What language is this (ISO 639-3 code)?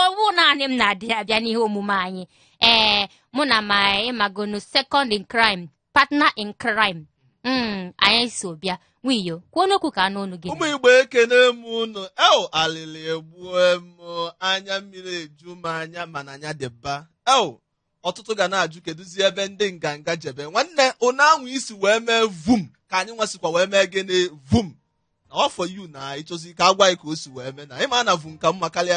ibo